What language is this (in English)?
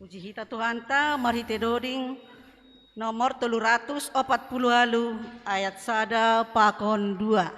Batak Simalungun